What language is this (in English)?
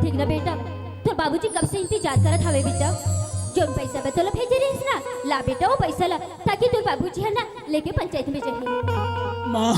Chhattisgarhi